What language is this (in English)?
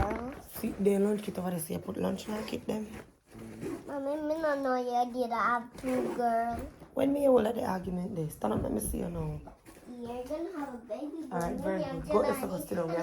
Jamaican Creole English